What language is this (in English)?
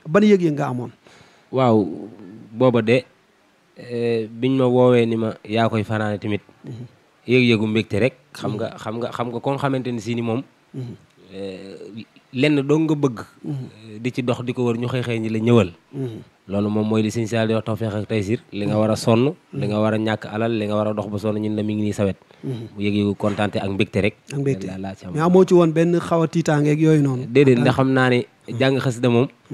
Wolof